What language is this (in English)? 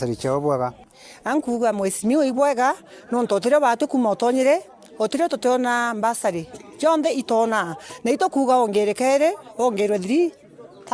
Meru